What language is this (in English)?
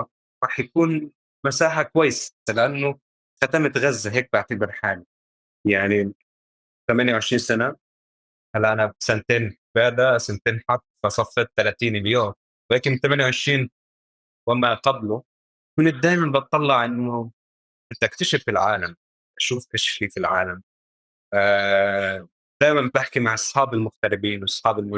North Levantine Arabic